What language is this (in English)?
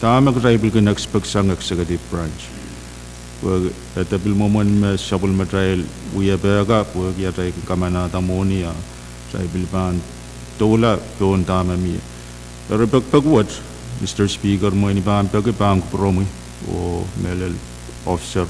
Pohnpeian